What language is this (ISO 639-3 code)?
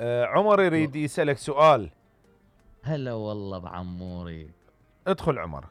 acm